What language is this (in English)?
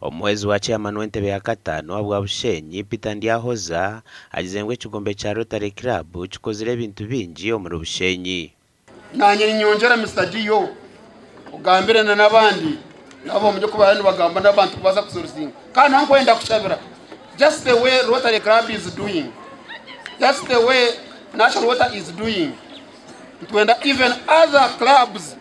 Nyankole